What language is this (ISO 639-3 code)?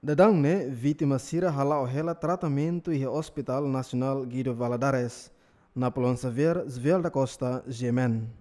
tet